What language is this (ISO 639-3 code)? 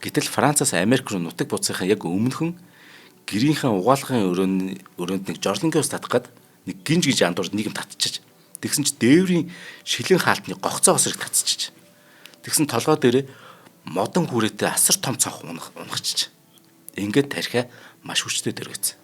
mon